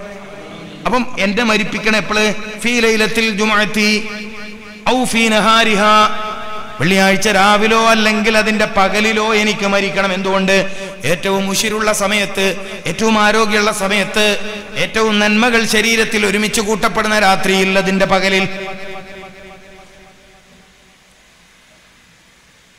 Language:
Malayalam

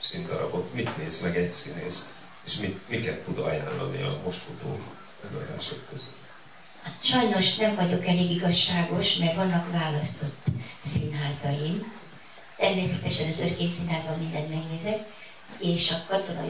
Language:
Hungarian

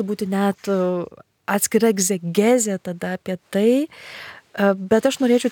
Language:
Lithuanian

